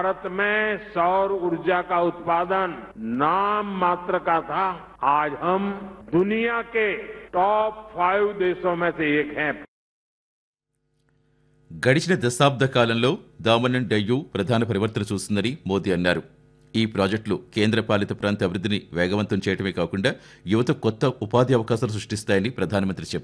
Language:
Telugu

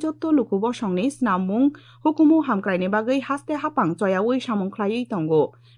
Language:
Kok Borok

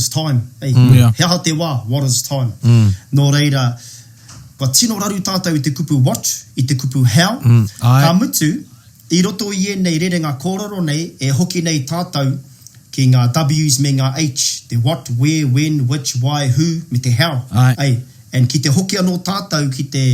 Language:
Māori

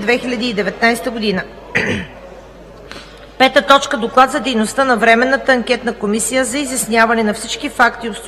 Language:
Bulgarian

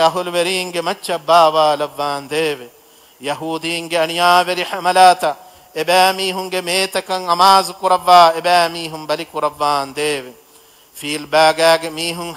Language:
Divehi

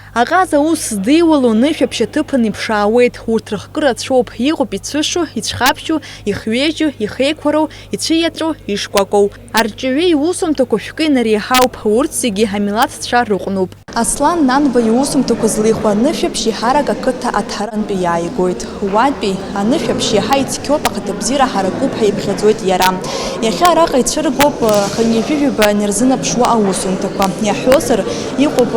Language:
Abkhazian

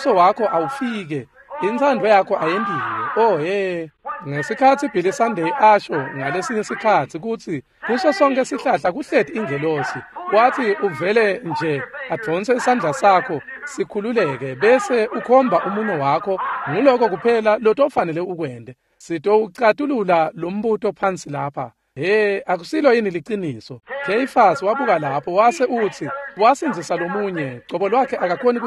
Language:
Swati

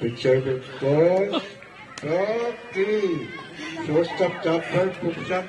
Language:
Pohnpeian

